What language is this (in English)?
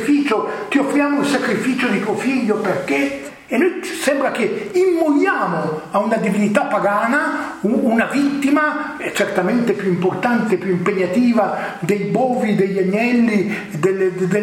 Italian